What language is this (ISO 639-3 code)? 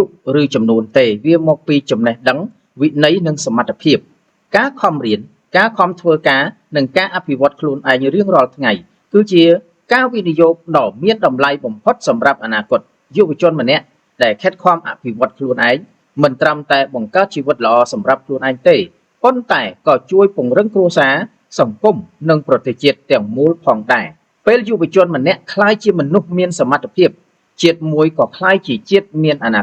khm